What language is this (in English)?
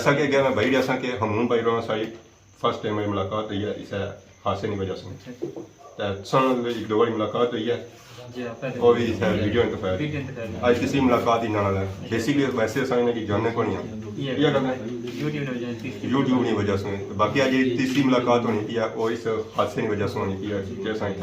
Pahari-Potwari